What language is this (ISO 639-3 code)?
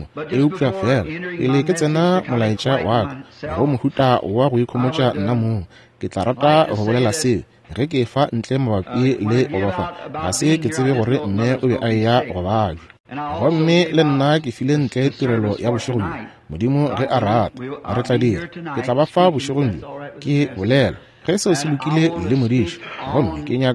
nso